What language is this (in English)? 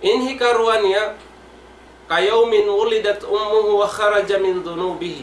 Tausug